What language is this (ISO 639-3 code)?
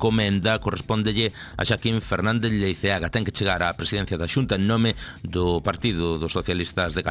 glg